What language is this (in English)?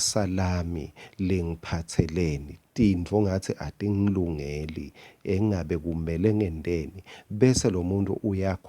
Swati